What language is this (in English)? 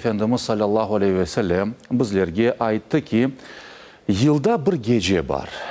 Crimean Tatar